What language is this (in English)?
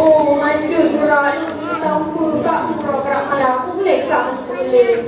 Achinese